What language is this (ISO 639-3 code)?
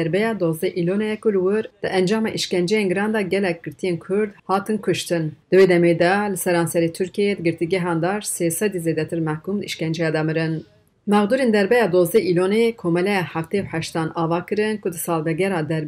kur